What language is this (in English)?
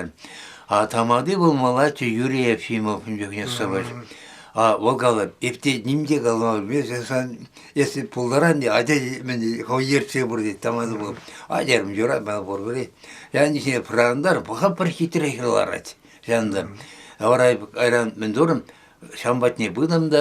Chuvash